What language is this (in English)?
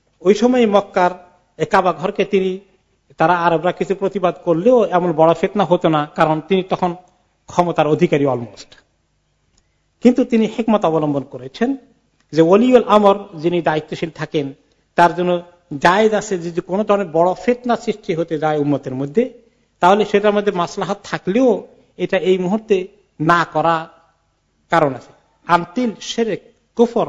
Bangla